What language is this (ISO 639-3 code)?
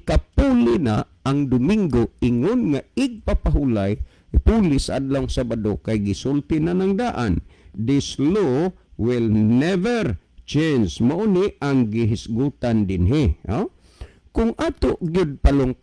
ceb